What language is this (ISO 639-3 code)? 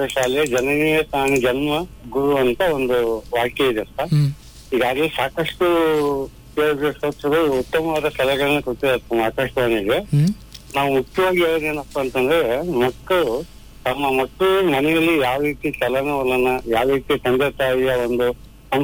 kan